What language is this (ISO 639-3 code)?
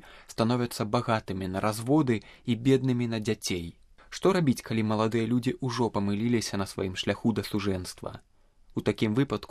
bel